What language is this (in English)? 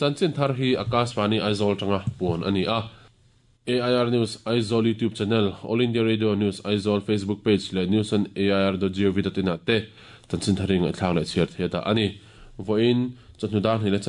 Mizo